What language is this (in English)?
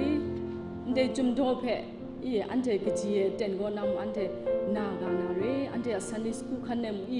Kachin